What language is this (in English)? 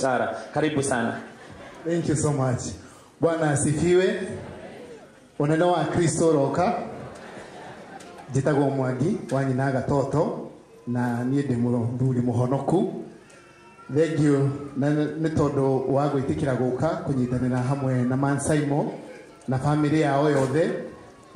Kikuyu